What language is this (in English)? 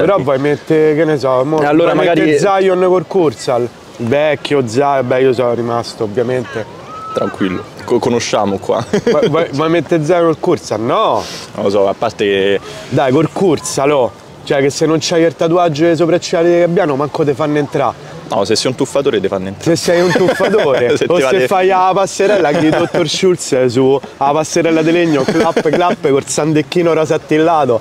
Italian